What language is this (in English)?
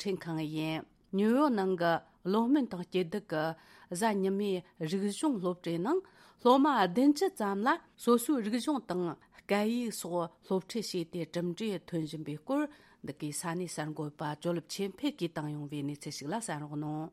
Tibetan